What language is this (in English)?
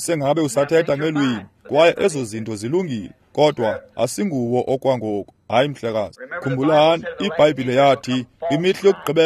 Xhosa